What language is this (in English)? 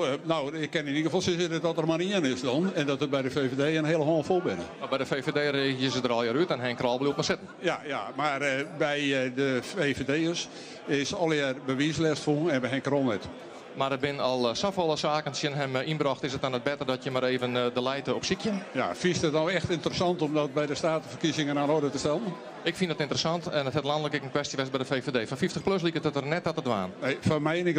Western Frisian